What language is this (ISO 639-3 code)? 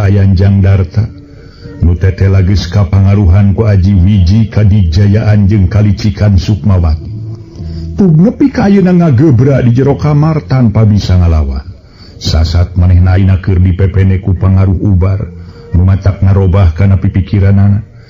sun